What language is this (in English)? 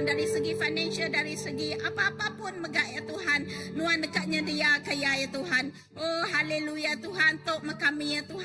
Iban